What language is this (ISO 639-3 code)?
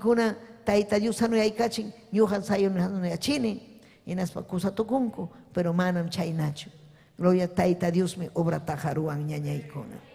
quy